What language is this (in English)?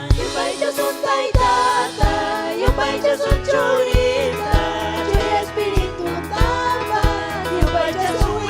Ayacucho Quechua